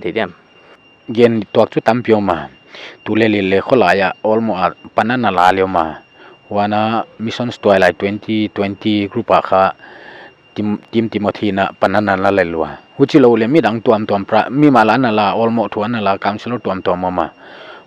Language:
Paite Chin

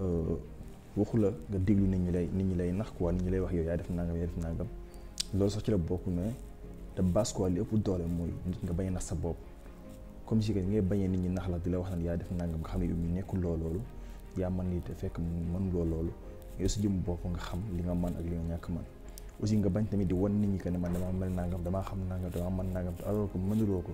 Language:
Wolof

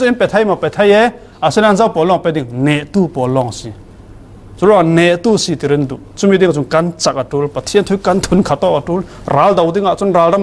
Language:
Falam Chin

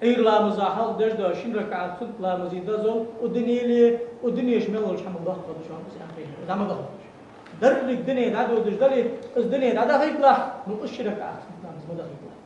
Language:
Ingush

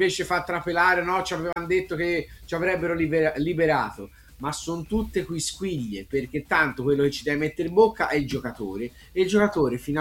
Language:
Italian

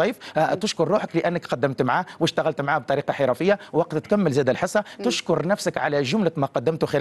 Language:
Tunisian Arabic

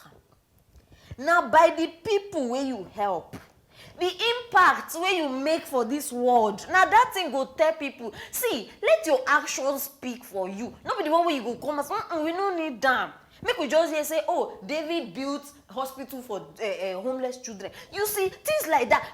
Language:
Nigerian Pidgin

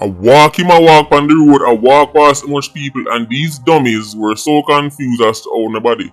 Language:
Jamaican Creole English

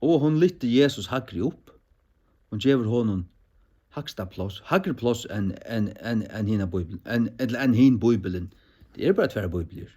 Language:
Faroese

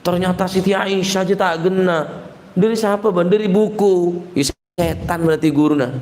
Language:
Madurese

